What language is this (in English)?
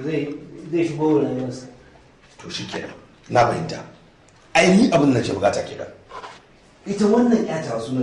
Hausa